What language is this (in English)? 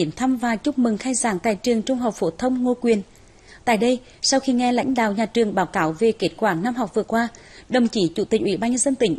Vietnamese